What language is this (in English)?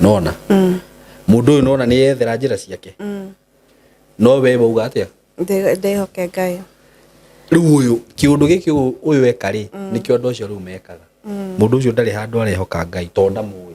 Kikuyu